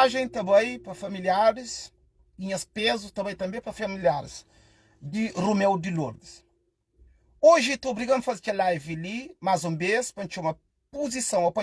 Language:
Kabuverdianu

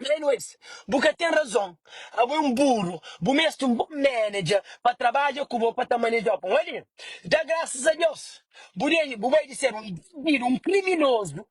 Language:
Kabuverdianu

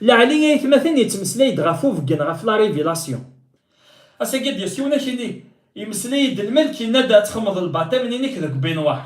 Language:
Kabyle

